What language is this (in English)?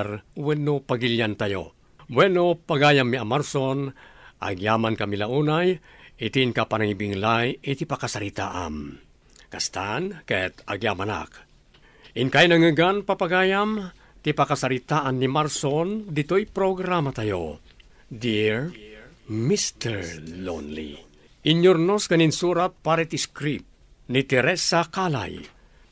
Iloko